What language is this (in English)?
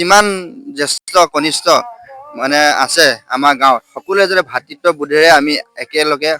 Assamese